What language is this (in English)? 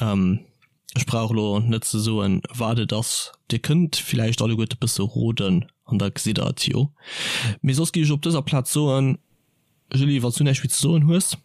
Luxembourgish